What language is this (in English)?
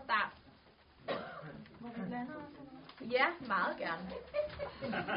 Danish